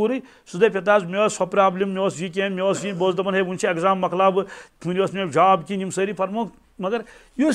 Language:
Kashmiri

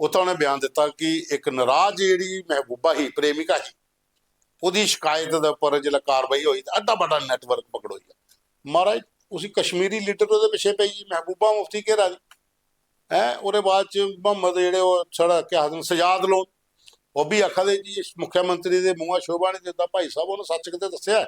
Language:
Dogri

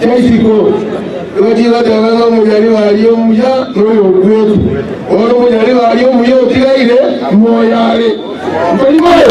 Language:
Gusii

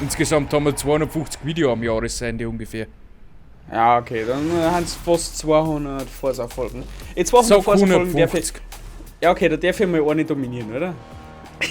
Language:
Bavarian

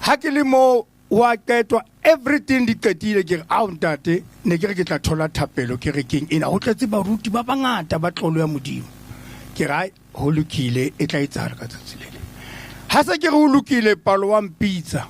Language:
Southern Sotho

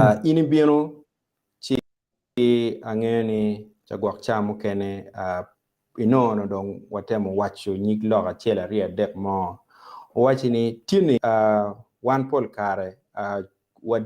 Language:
Acoli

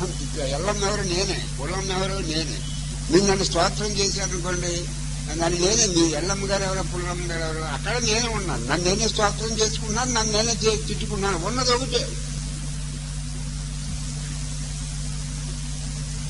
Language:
Telugu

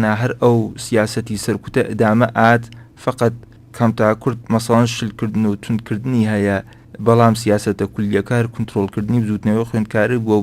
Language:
Central Kurdish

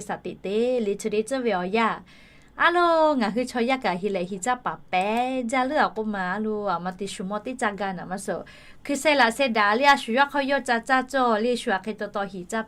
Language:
Lahu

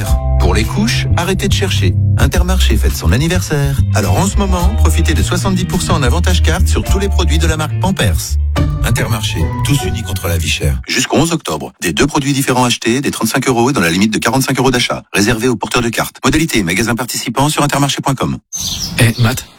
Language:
French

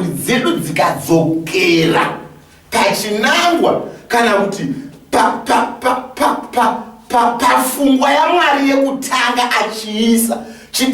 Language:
Shona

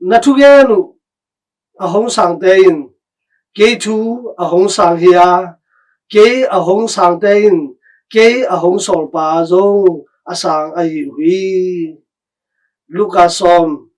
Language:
Tedim Chin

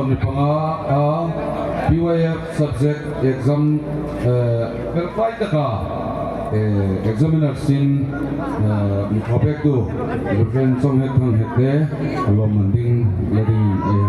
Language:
Hmar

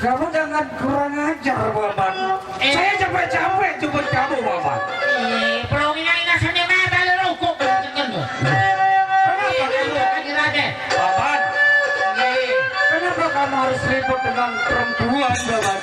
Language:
Sasak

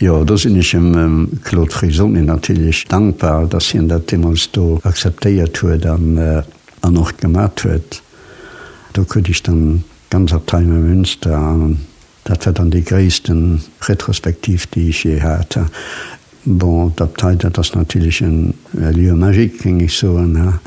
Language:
Luxembourgish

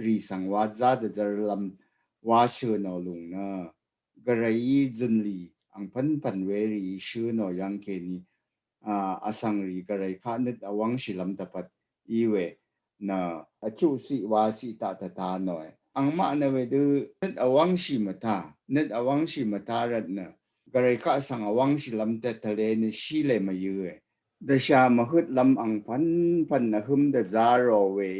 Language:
Rawang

